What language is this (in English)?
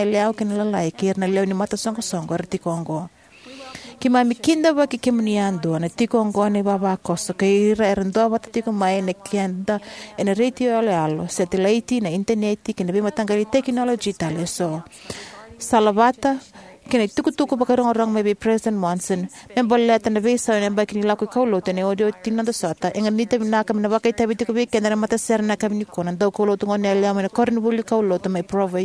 Fijian